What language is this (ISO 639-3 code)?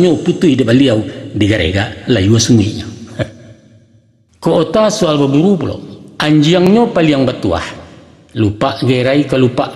min